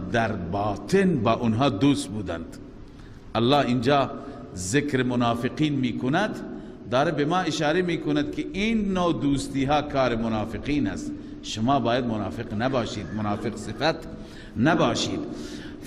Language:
Persian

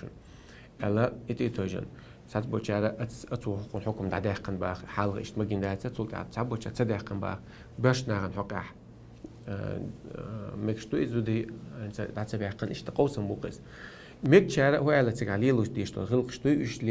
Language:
Chechen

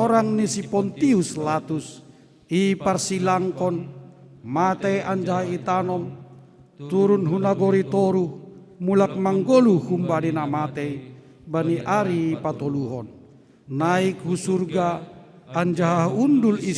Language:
Batak Simalungun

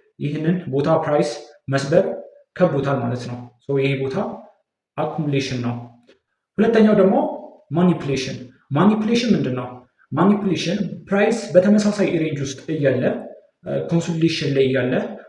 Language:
Amharic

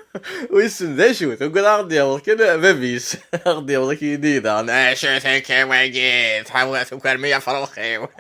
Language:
Kabyle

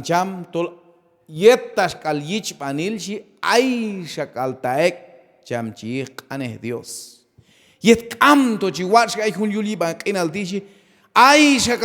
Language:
Q'anjob'al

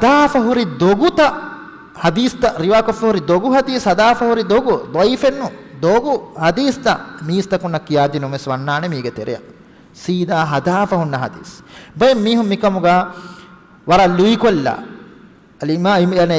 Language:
Divehi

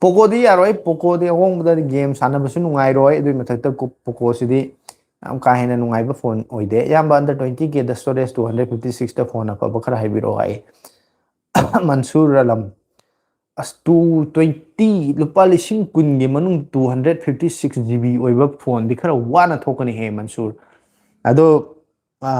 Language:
Manipuri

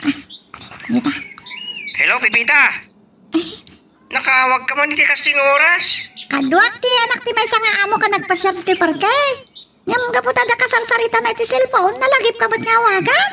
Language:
Iloko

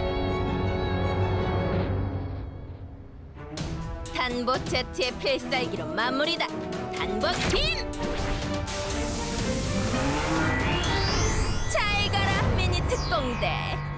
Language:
Korean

